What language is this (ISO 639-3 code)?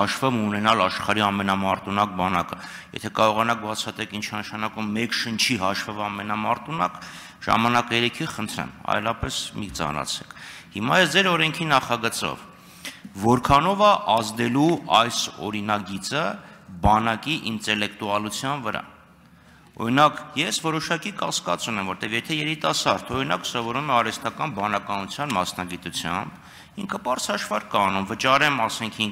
hye